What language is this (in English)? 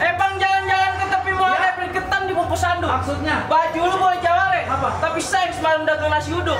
Betawi